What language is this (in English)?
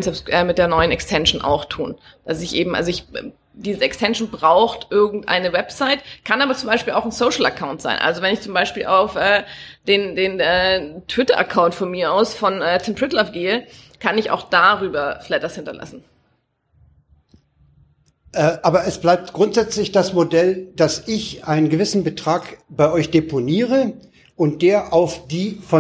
German